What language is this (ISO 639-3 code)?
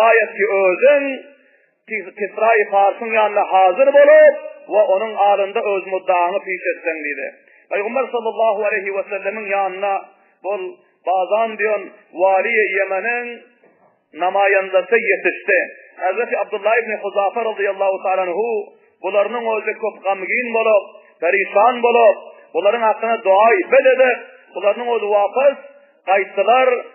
tuk